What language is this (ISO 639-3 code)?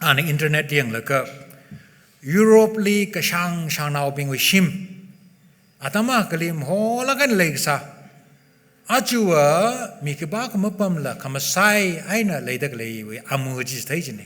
nmf